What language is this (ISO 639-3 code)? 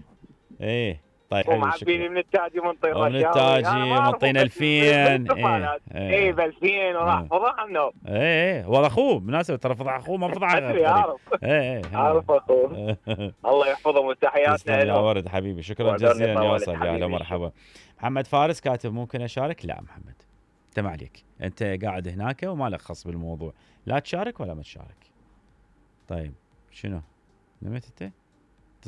acm